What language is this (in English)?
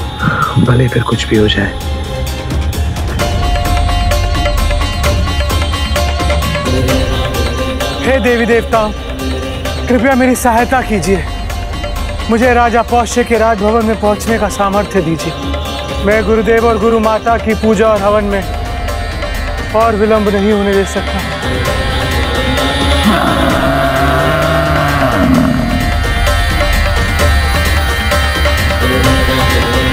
Hindi